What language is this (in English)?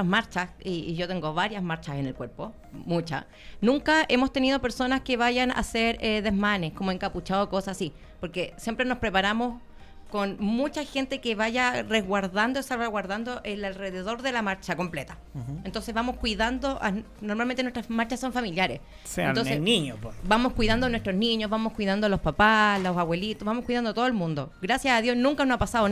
Spanish